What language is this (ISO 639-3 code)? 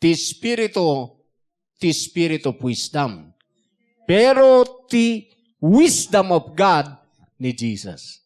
ilo